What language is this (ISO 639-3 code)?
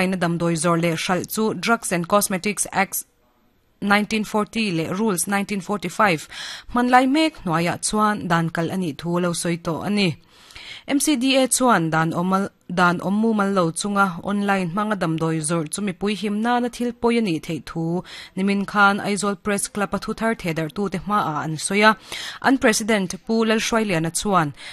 lus